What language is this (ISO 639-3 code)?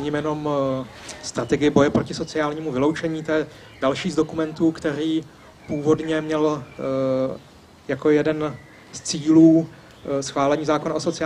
ces